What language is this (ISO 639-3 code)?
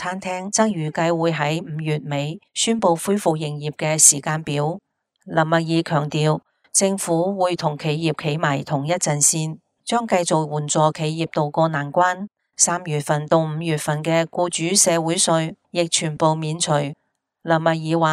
yue